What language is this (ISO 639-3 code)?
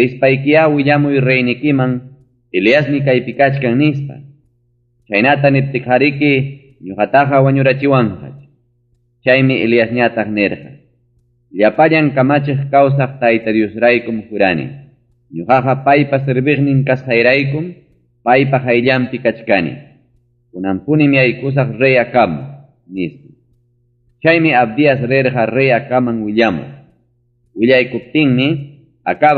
quy